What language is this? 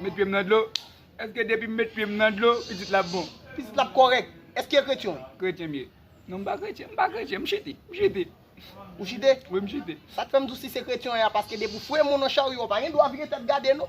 Haitian Creole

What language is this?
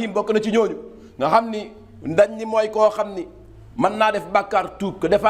Wolof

